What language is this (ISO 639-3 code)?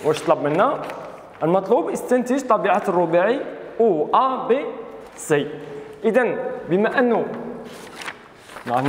arq